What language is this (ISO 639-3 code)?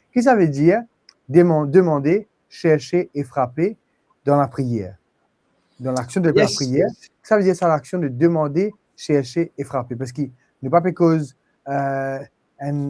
mfe